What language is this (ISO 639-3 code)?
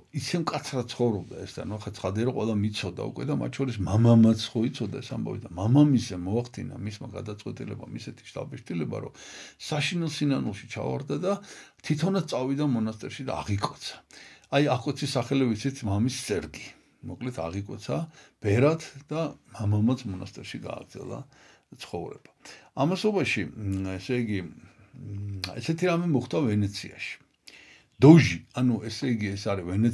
kat